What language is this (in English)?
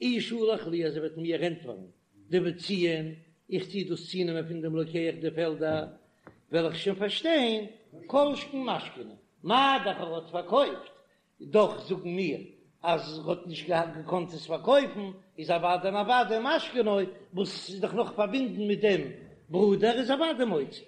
Yiddish